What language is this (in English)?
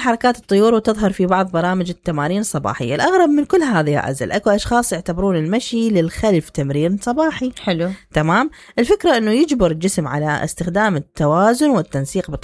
Mesopotamian Arabic